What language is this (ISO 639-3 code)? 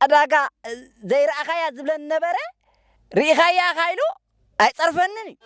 tir